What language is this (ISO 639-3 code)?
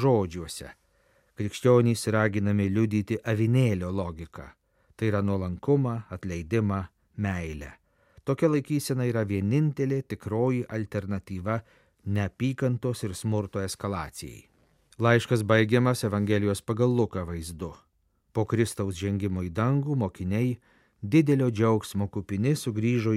lit